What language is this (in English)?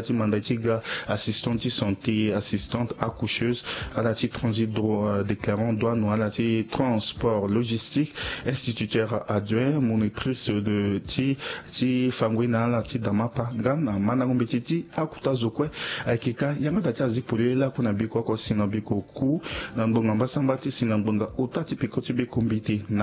Sango